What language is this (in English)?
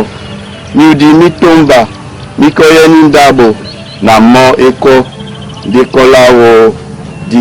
Duala